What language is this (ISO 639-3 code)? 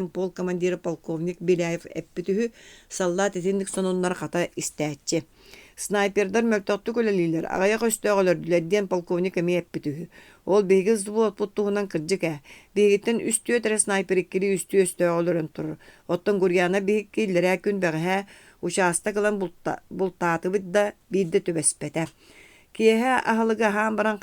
sah